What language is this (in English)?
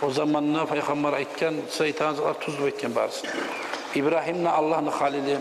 Kumyk